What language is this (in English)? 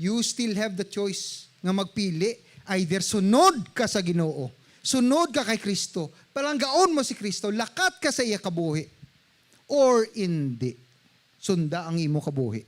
Hiligaynon